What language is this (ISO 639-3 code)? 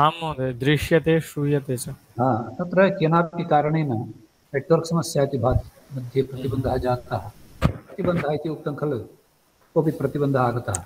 san